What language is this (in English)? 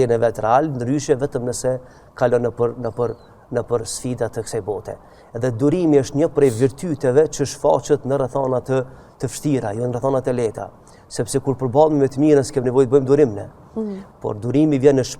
Albanian